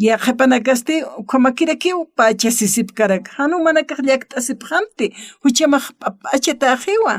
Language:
Aymara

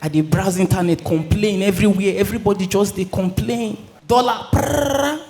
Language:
Nigerian Pidgin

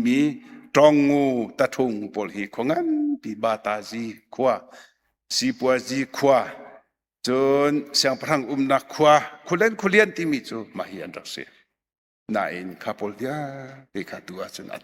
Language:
Hakha Chin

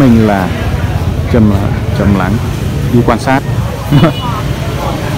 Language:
Vietnamese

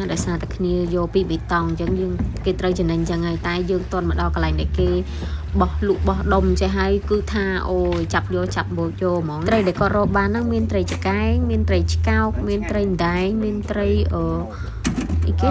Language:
Khmer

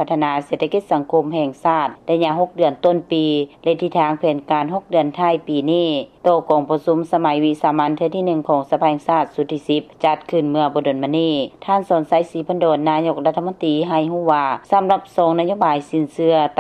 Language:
Lao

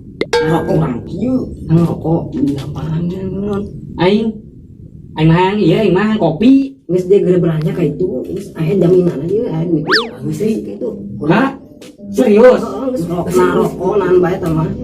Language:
Sundanese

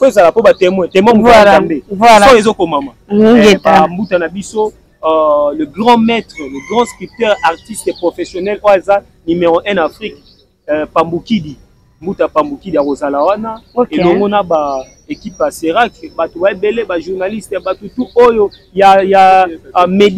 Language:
Lingala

